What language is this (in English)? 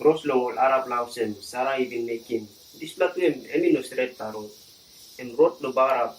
Tok Pisin